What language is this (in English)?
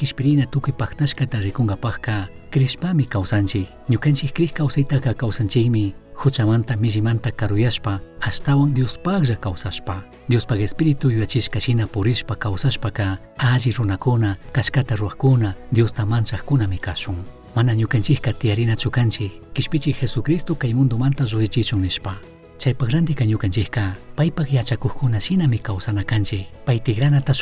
Chimborazo Highland Quichua